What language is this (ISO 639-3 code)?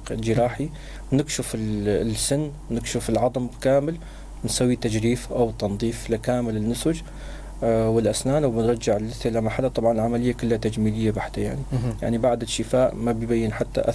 apc